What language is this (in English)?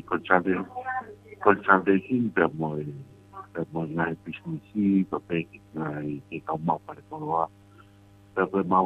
Tongan